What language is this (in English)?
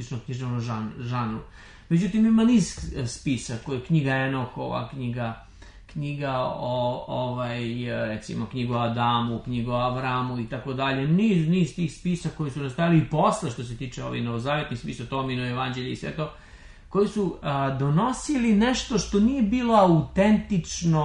Serbian